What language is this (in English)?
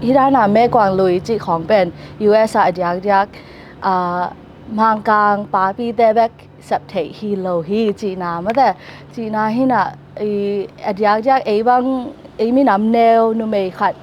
Tedim Chin